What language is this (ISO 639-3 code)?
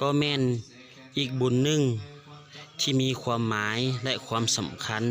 lao